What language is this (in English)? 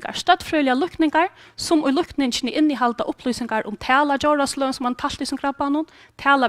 Faroese